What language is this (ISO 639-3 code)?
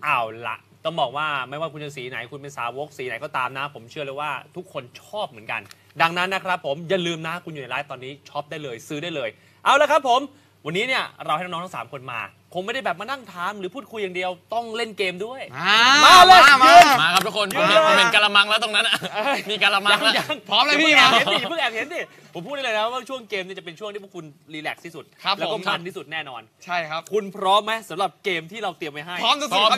tha